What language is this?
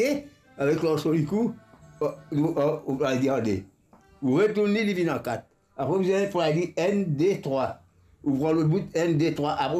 Morisyen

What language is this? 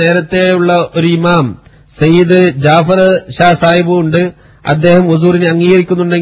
Malayalam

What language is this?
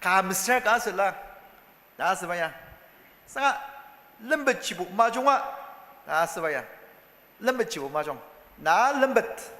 Ao Naga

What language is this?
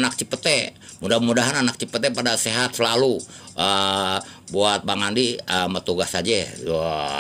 Betawi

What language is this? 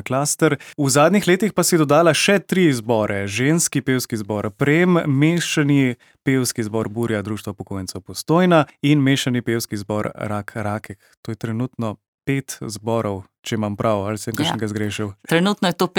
Slovenian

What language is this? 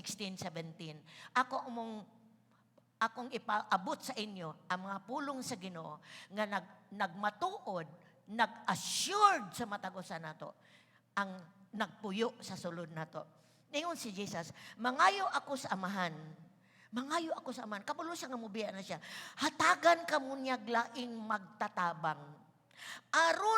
Cebuano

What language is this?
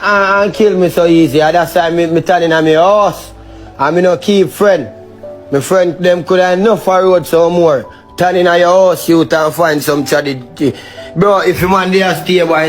Jamaican Creole English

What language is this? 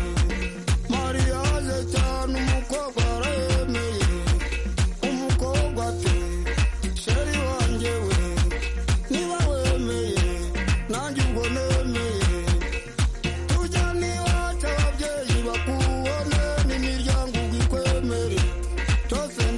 Kinyarwanda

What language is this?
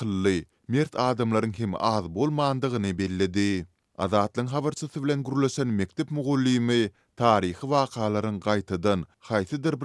Turkmen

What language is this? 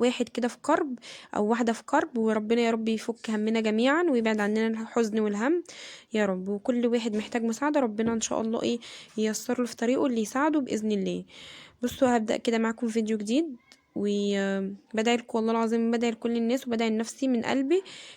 Egyptian Arabic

